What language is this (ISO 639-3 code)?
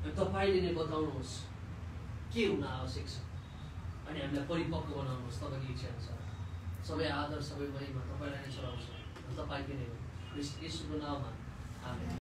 nep